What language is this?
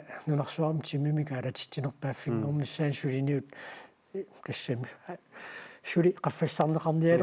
Kalaallisut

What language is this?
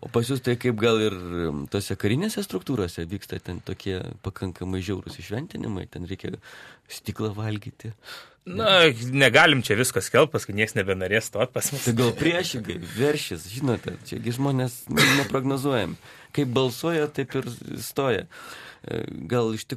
Lithuanian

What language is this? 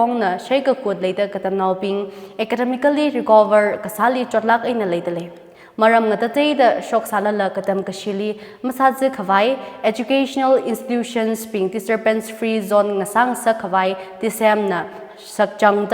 Tangkhul Naga (India)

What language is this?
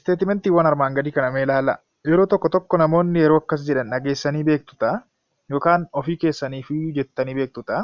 Oromo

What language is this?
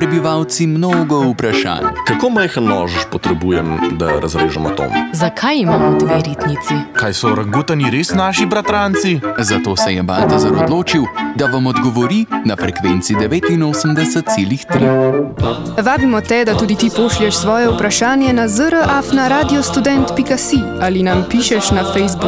Slovenian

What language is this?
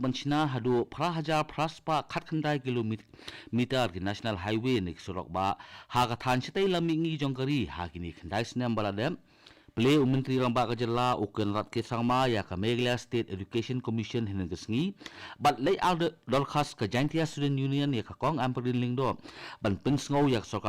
Khasi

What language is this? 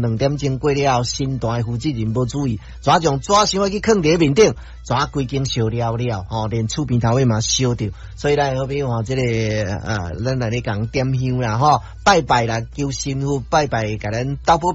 Min Nan Chinese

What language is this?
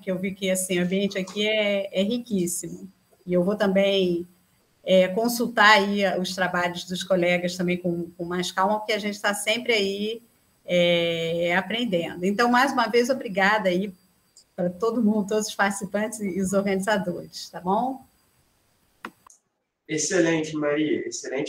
Portuguese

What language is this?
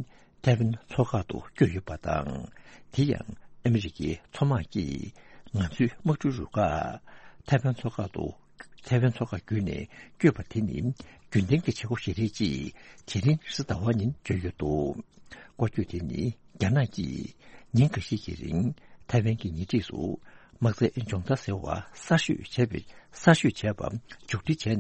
Tibetan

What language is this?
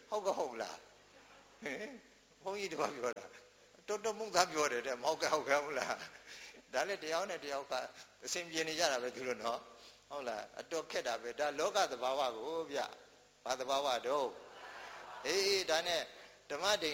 Burmese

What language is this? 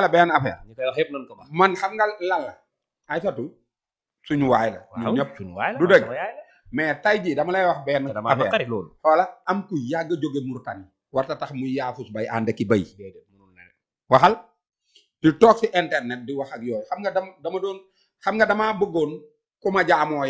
Wolof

